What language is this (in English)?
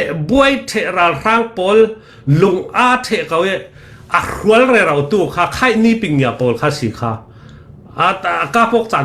Falam Chin